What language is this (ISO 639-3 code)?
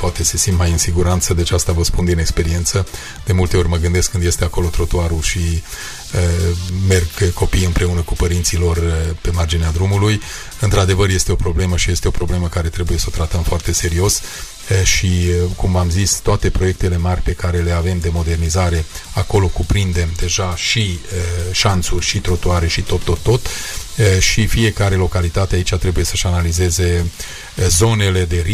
ron